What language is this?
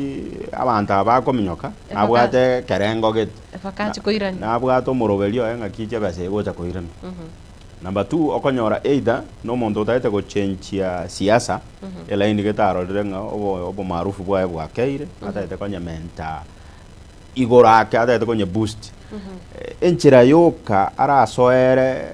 Gusii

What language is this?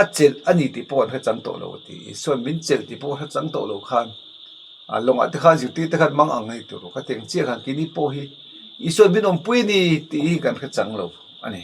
Mizo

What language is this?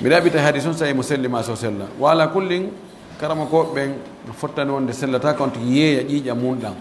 Pular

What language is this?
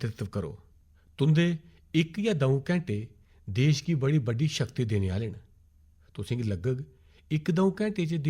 Dogri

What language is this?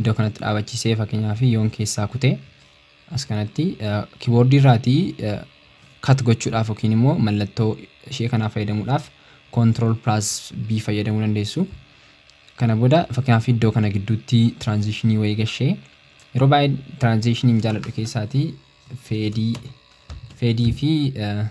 Oromo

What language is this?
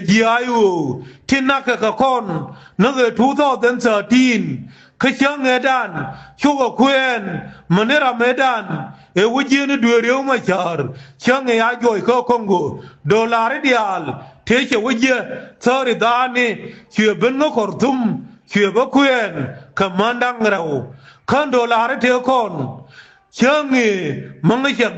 Nuer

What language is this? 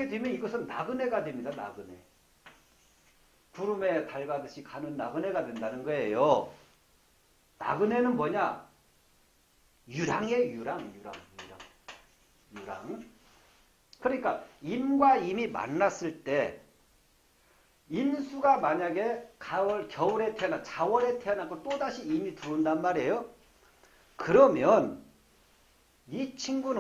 Korean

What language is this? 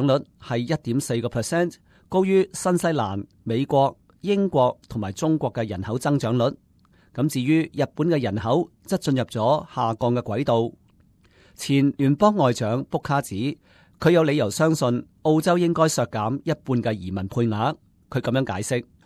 Cantonese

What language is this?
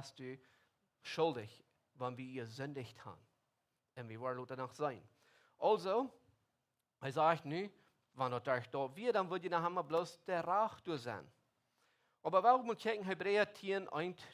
Plautdietsch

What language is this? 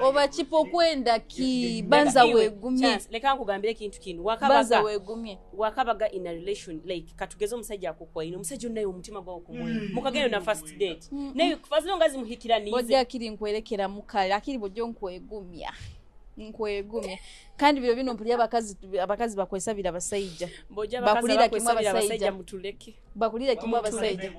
Nyoro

